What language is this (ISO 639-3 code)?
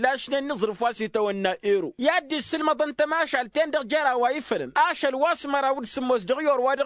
taq